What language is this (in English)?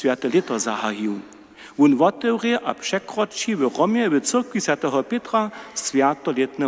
Upper Sorbian